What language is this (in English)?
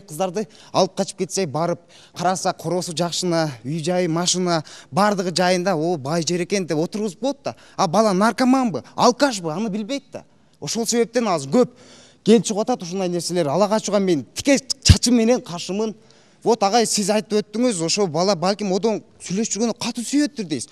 Kyrgyz